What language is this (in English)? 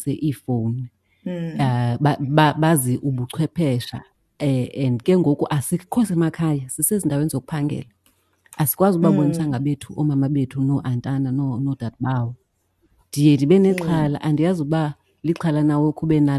Xhosa